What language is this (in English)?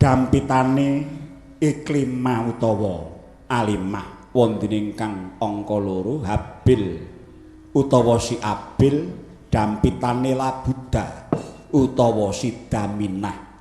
Javanese